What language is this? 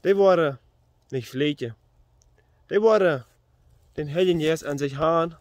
Plautdietsch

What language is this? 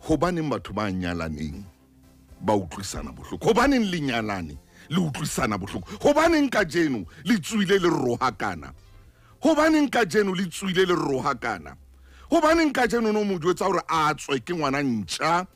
Southern Sotho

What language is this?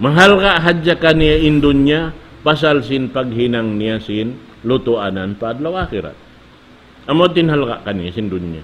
Tausug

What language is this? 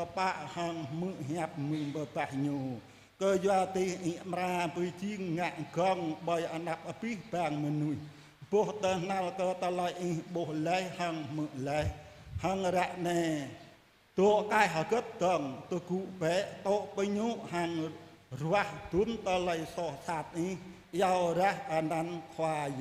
Jarai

